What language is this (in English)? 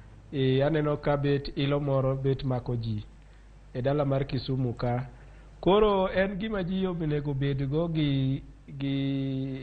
Luo (Kenya and Tanzania)